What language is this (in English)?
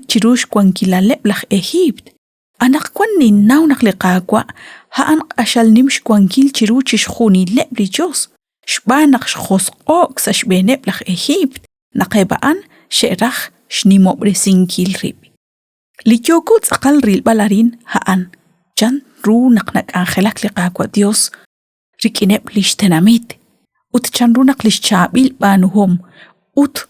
Kekchí